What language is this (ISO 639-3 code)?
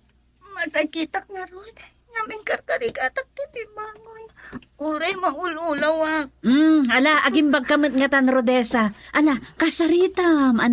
ilo